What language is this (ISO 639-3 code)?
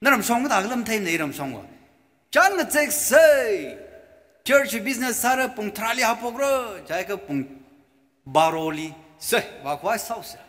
nmf